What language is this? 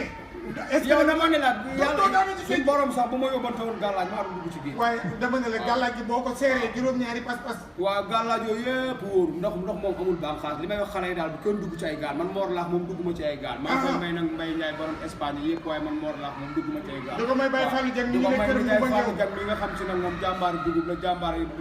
Wolof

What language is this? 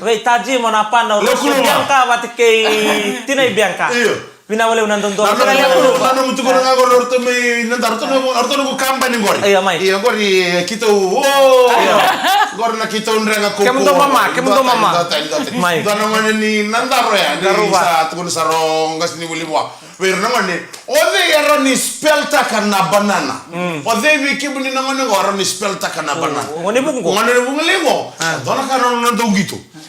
Fijian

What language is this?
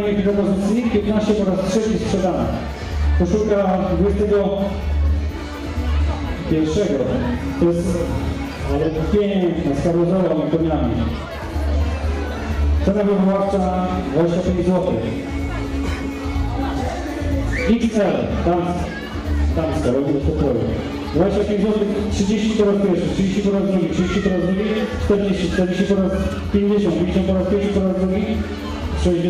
Polish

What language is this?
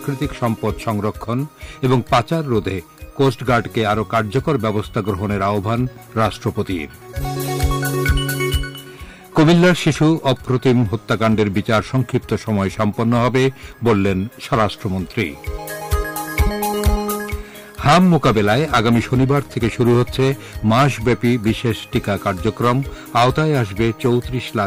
Bangla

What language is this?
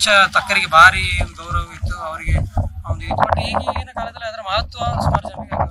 Kannada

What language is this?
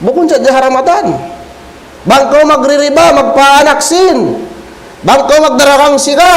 Tausug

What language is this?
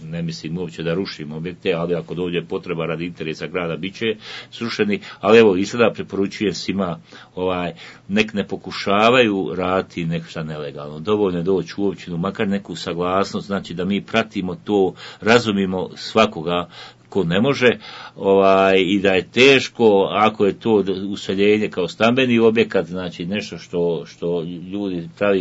Bosnian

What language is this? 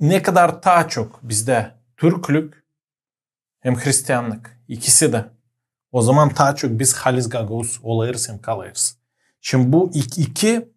Gagauz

